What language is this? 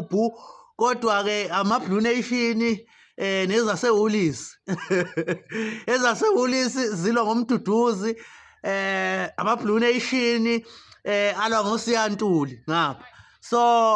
Zulu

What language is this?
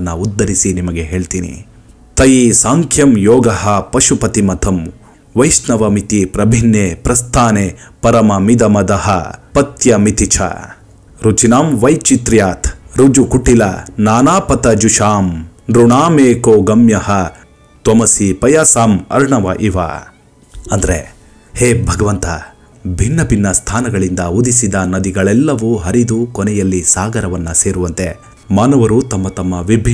Kannada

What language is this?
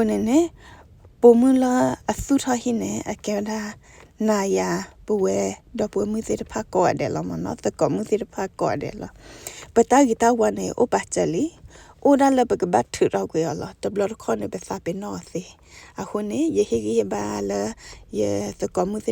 S'gaw Karen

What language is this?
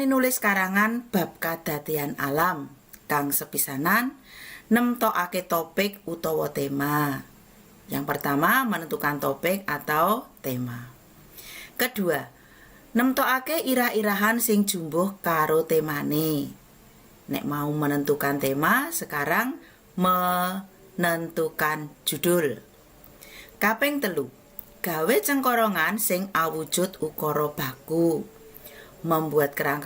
Javanese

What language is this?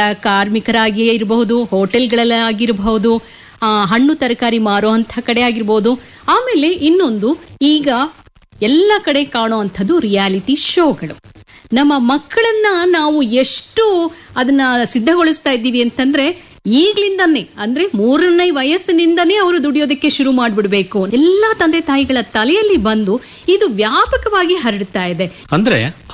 Kannada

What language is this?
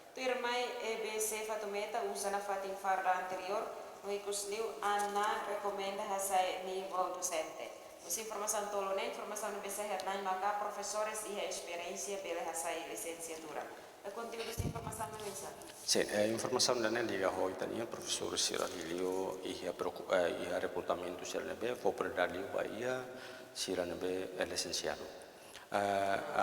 Tetum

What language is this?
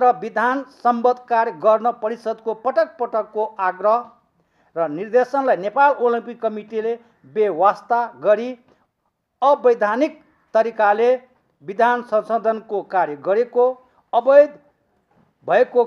Nepali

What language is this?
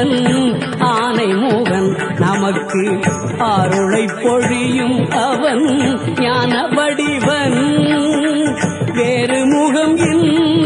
Tamil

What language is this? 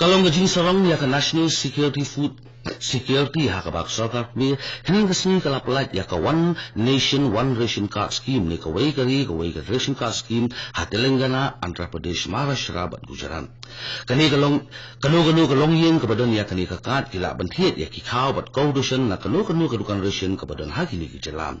Khasi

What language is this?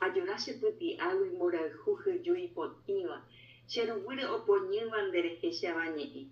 Guarani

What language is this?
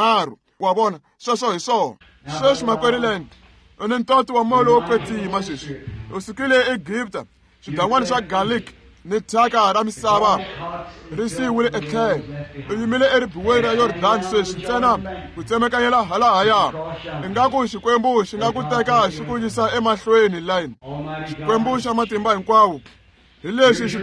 Tsonga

